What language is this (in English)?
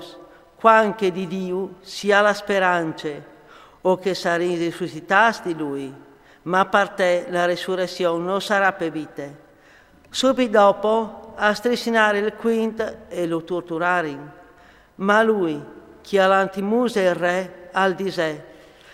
Friulian